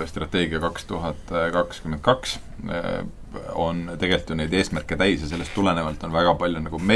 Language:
Estonian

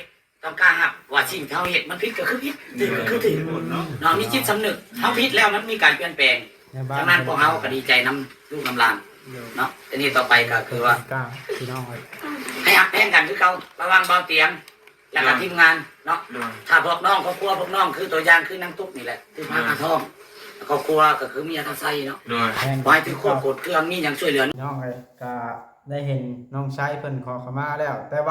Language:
Northeastern Thai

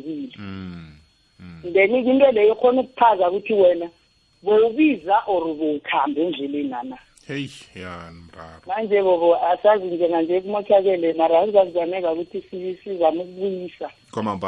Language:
South Ndebele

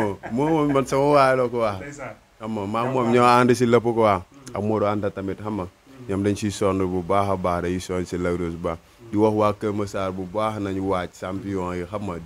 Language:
Wolof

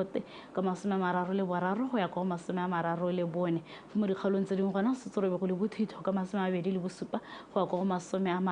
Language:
Tswana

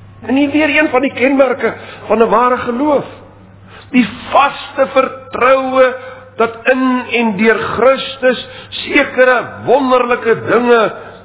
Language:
Afrikaans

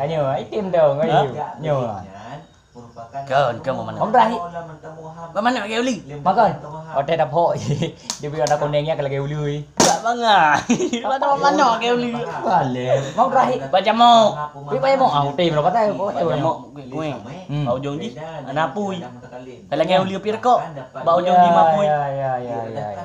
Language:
Achinese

